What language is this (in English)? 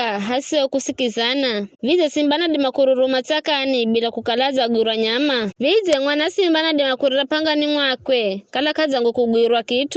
Giryama